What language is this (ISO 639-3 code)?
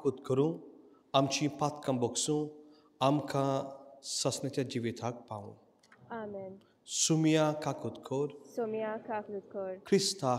kok